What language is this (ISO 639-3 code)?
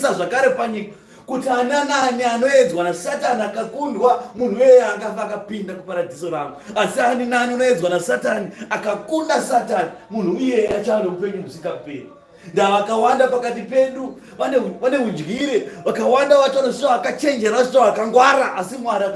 sna